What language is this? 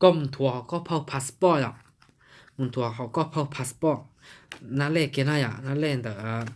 Hmong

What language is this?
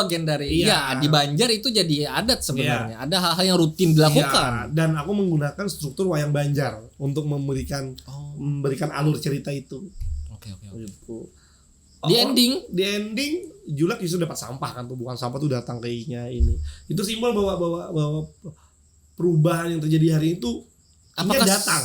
Banjar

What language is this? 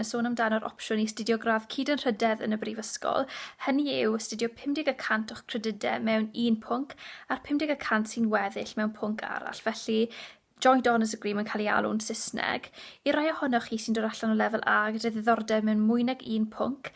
Welsh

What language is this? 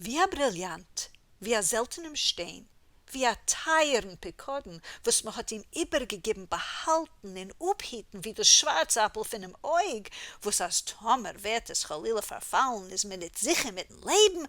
Yiddish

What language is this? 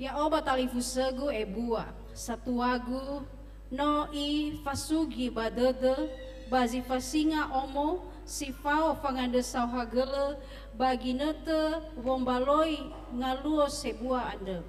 Nias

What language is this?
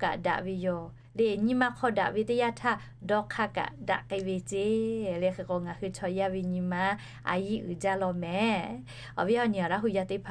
Lahu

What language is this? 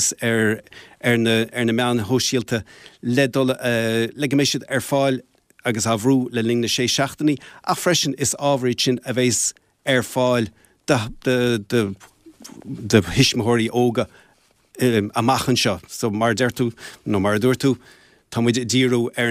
Irish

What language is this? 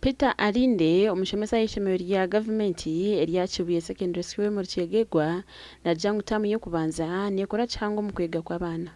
Nyankole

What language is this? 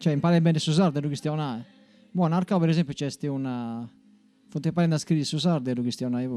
Sardinian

